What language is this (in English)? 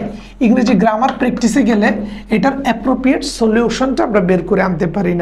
Bangla